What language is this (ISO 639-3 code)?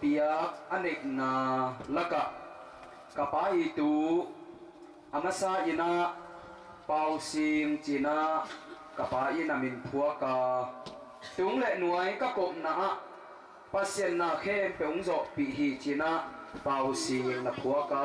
ctd